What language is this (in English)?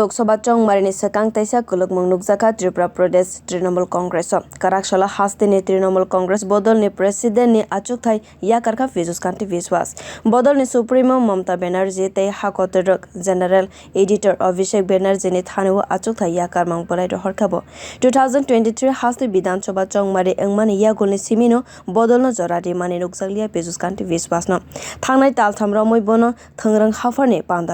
Kok Borok